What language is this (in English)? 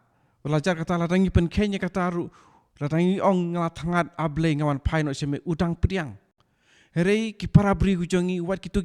Khasi